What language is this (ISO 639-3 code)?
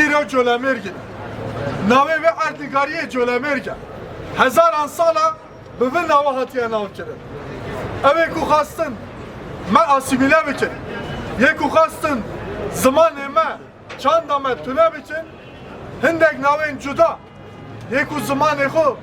kur